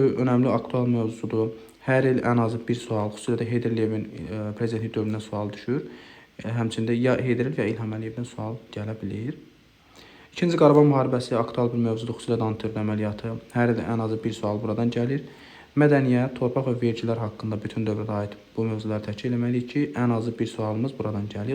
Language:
Azerbaijani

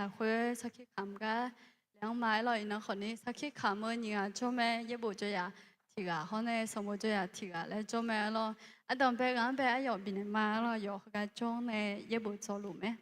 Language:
Akha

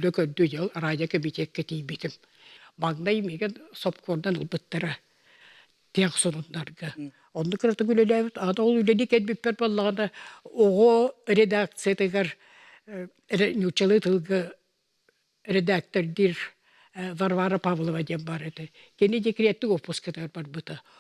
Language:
Yakut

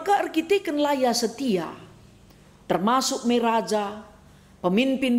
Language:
Batak Karo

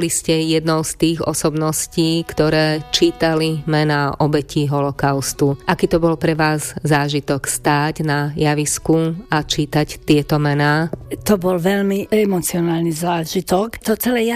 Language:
Slovak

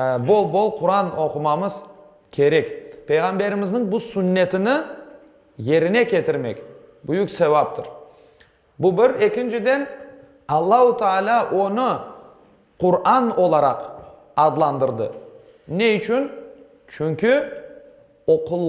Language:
Crimean Tatar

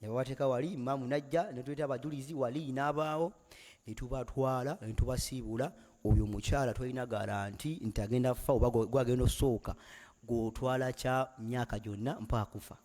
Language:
Ganda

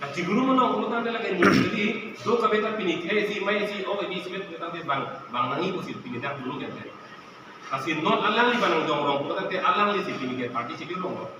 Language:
Karbi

